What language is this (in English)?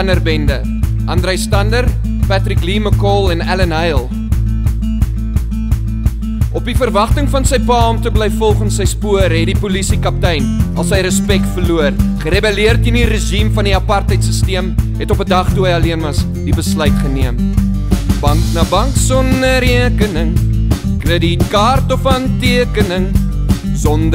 Afrikaans